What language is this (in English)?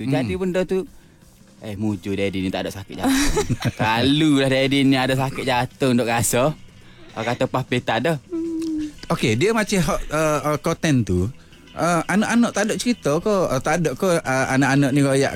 Malay